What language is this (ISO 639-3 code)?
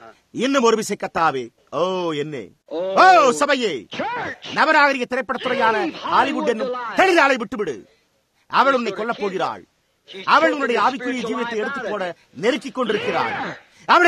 tam